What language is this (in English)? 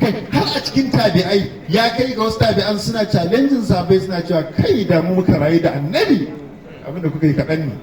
Hausa